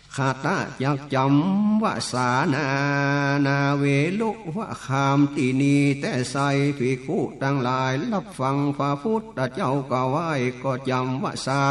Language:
Northern Thai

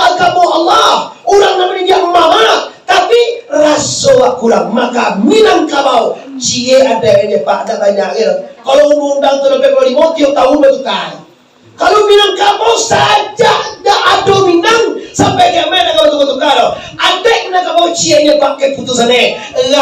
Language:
Minangkabau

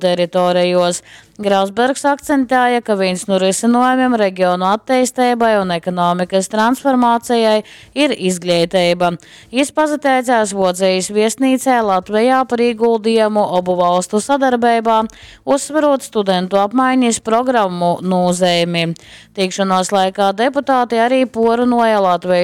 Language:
Latgalian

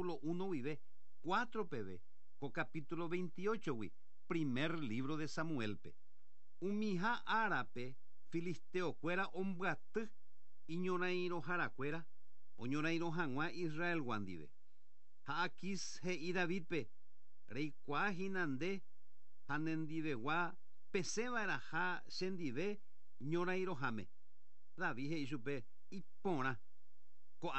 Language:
Guarani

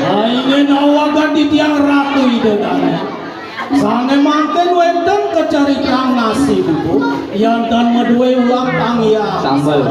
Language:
Balinese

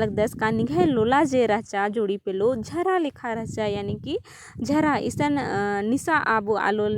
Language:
Kurukh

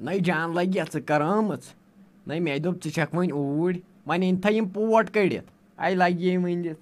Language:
Kashmiri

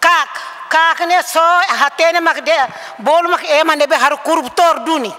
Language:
Tetum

